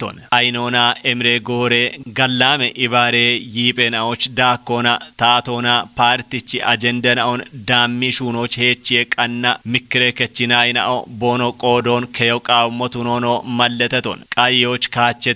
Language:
Kafa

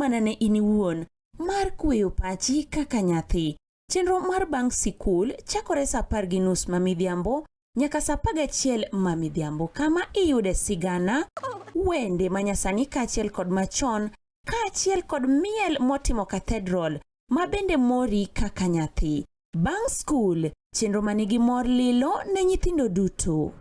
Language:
Luo (Kenya and Tanzania)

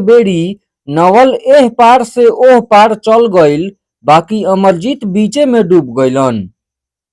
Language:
Bhojpuri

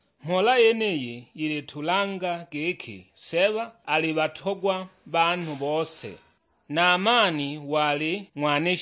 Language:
Sukuma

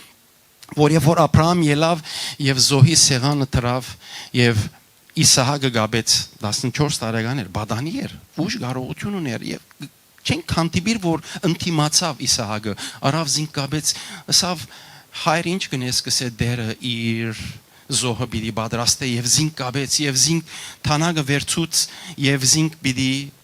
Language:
Western Armenian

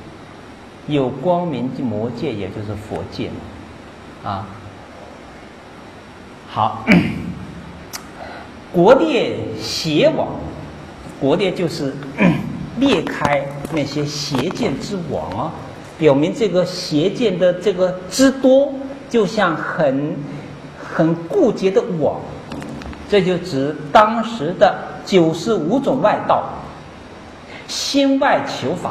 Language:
Chinese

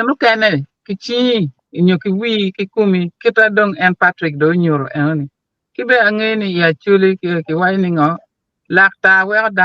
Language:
Acoli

